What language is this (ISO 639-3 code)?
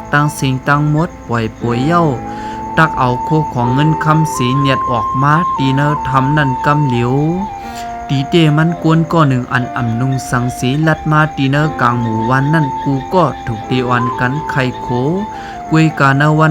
shn